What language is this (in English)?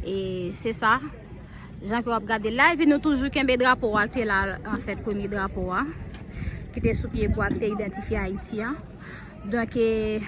Haitian Creole